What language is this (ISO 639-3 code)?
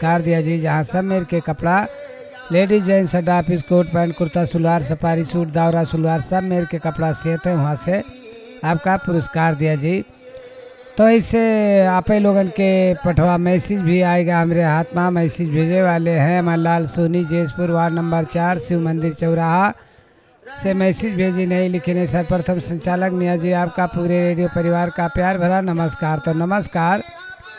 bho